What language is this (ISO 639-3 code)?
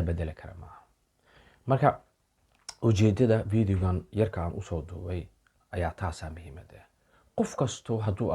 som